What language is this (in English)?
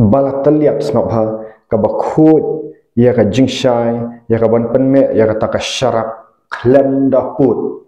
Khasi